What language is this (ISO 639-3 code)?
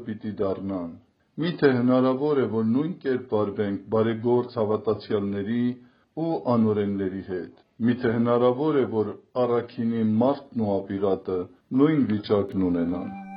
hye